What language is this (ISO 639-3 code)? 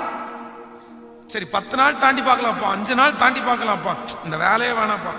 tam